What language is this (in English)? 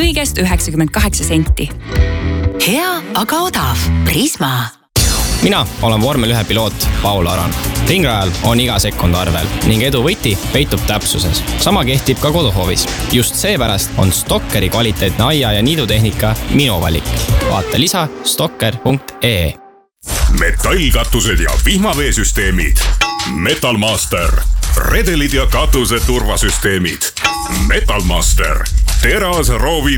Estonian